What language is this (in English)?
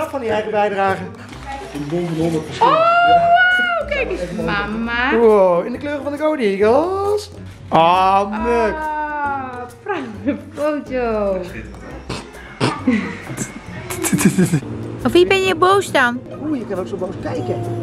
Dutch